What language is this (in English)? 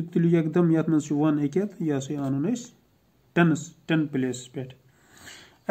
Kashmiri